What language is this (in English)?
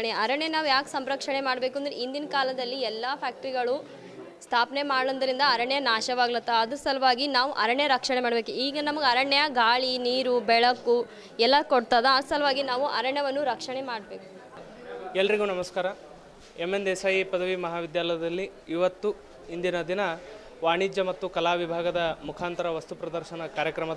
Kannada